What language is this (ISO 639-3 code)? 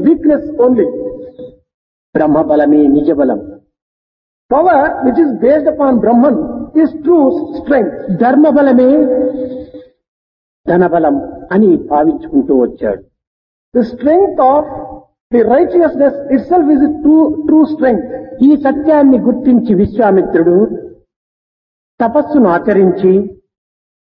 tel